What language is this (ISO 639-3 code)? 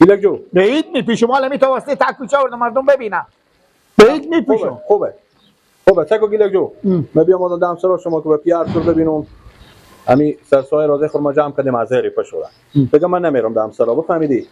fas